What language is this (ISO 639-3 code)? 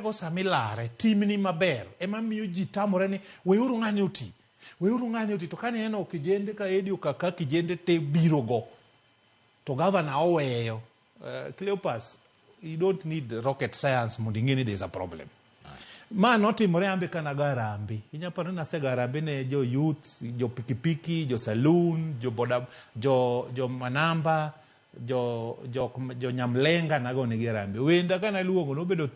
luo